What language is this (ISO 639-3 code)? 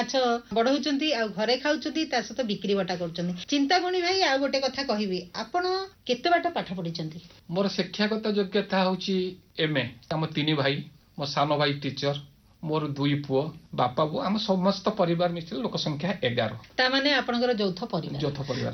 ori